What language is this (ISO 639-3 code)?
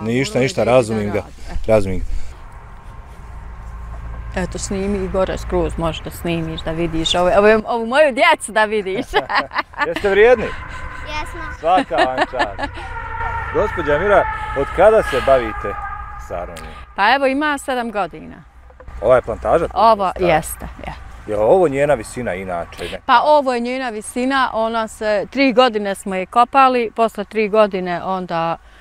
bos